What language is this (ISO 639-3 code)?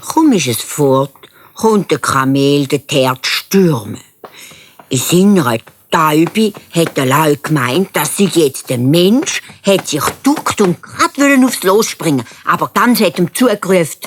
gsw